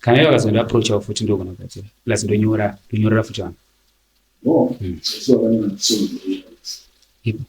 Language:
Shona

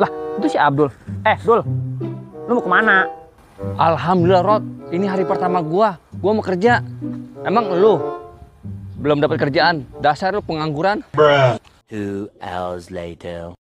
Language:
Betawi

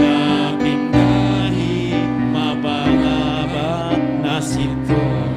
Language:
Batak Simalungun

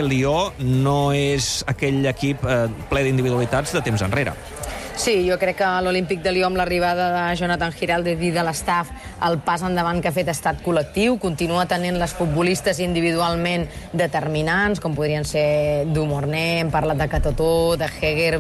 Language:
Catalan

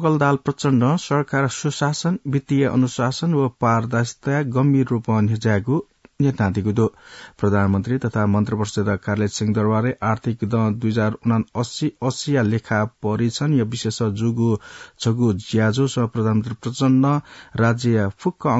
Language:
Newari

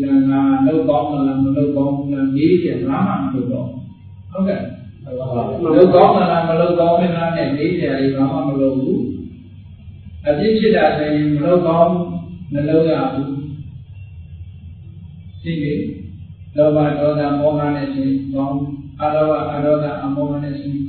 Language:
Burmese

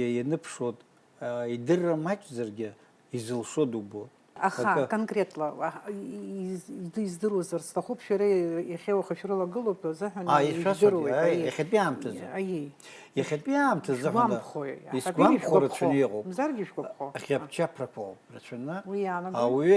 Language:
Abkhazian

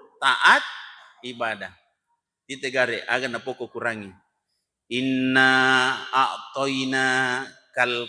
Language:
Buginese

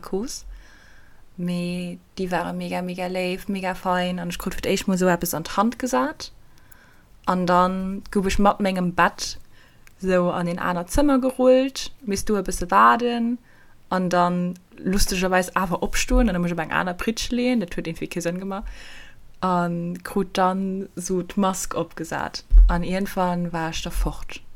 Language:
Luxembourgish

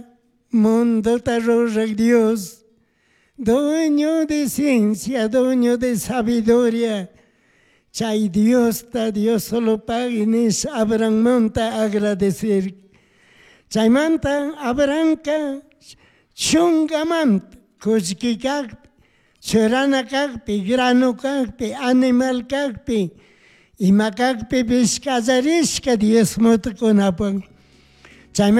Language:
Chimborazo Highland Quichua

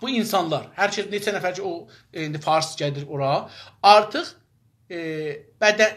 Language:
South Azerbaijani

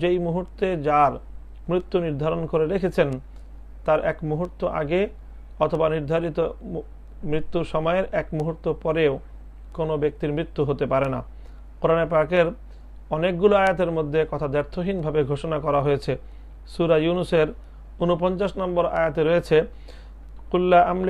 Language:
Bangla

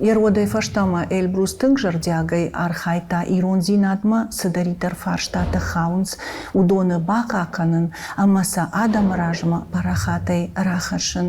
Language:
Ossetic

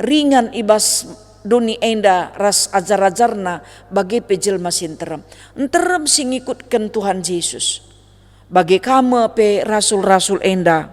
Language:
Batak Karo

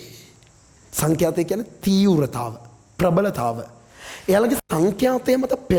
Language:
Sinhala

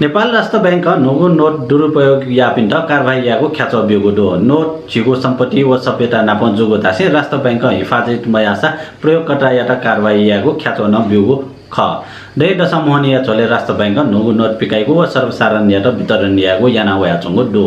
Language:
Newari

